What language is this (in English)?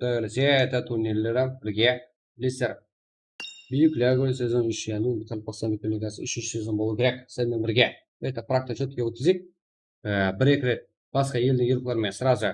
Kara-Kalpak